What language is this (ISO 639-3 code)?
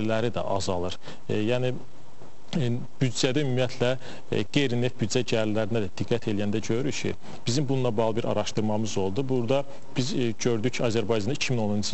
aze